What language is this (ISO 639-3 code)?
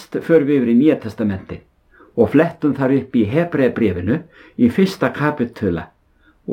isl